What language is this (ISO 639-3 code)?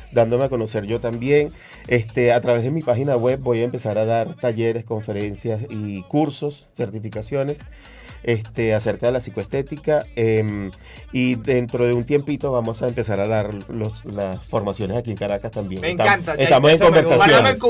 spa